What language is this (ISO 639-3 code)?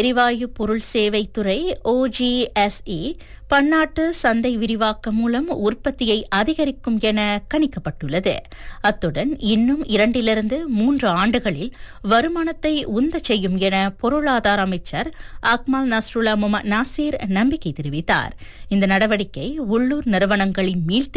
tam